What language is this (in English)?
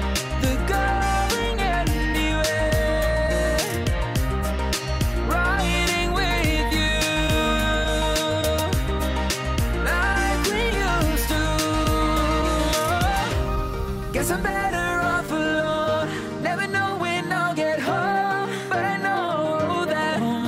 English